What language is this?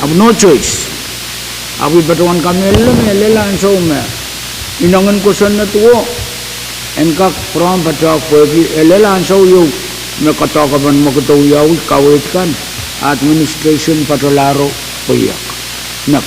Pohnpeian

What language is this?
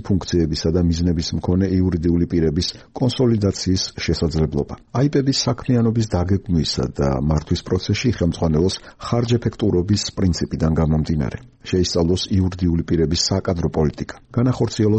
Georgian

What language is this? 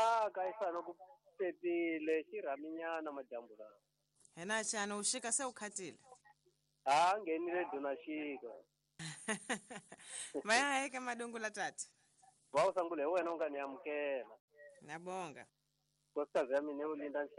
Tsonga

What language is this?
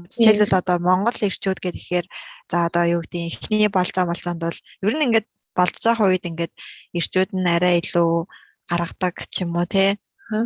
Mongolian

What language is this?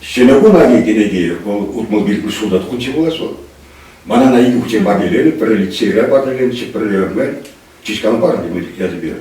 Chuvash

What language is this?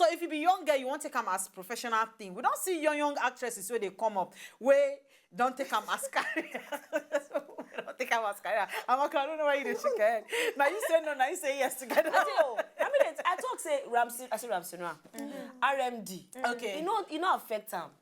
Nigerian Pidgin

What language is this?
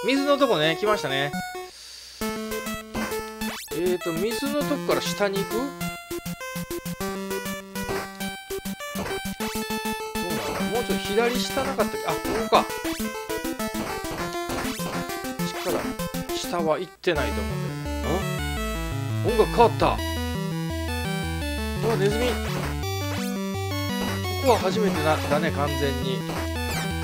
Japanese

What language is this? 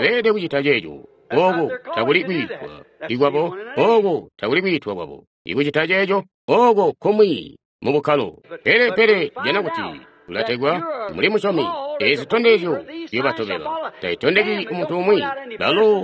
Tonga (Zambia)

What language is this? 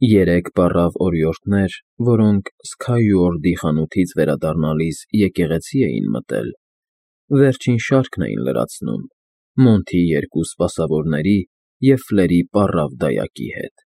Armenian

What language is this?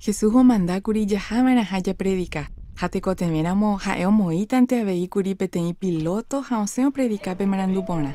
Guarani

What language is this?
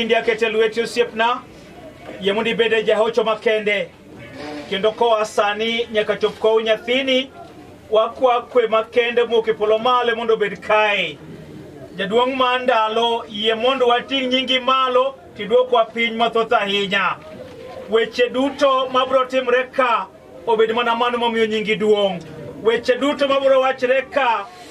Luo (Kenya and Tanzania)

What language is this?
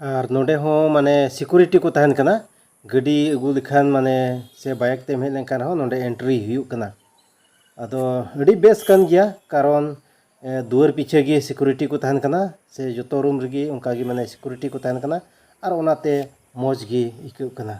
Santali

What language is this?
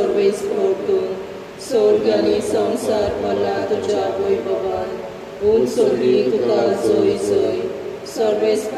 Konkani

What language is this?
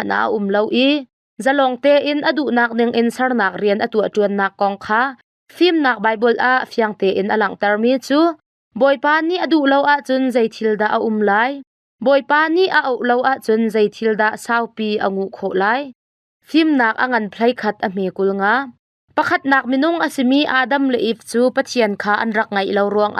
Hakha Chin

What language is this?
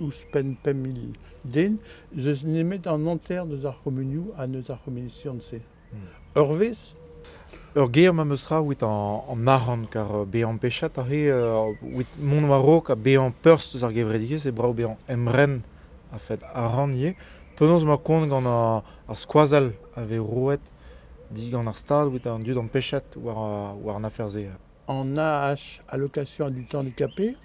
Breton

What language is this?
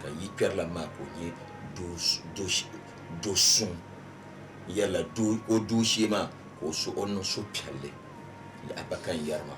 Dagbani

